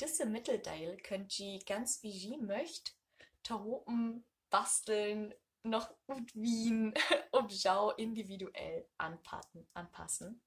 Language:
Low German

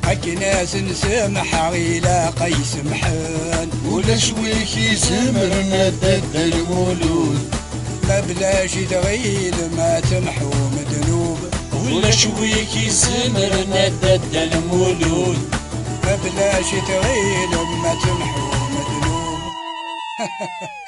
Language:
Kabyle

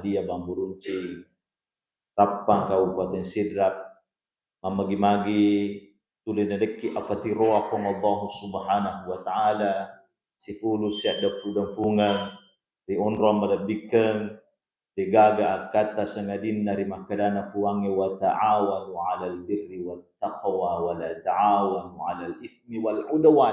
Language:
Buginese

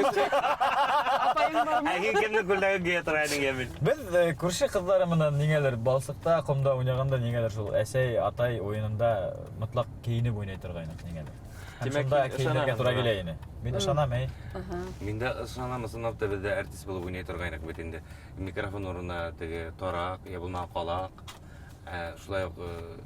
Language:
Bashkir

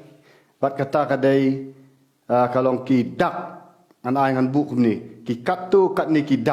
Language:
Khasi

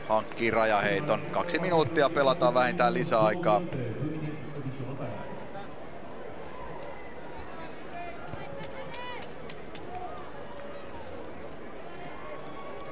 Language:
Finnish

